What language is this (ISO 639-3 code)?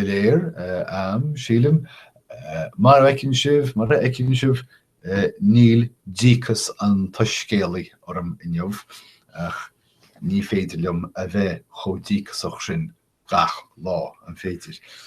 gle